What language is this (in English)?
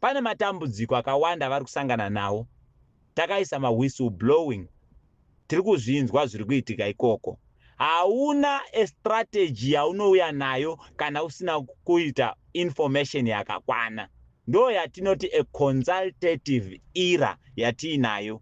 Shona